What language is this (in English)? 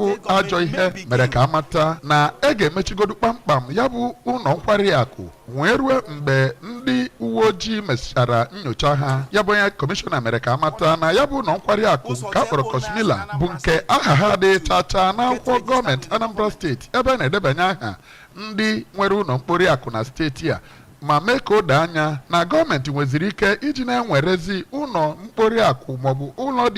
Igbo